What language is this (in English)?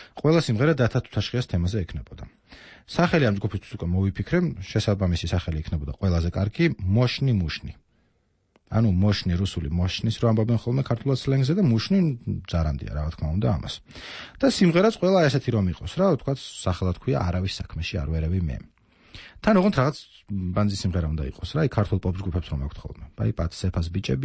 Georgian